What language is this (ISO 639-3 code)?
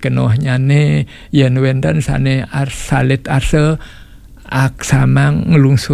ban